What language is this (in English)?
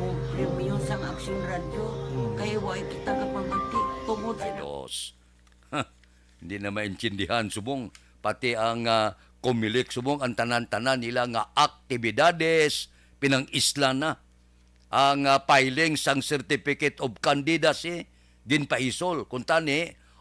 Hiligaynon